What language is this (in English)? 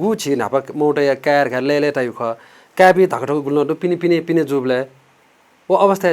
Newari